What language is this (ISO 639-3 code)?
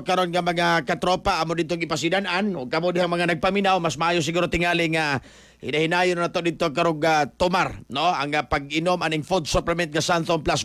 ceb